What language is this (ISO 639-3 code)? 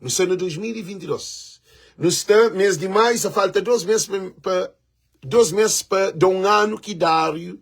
kea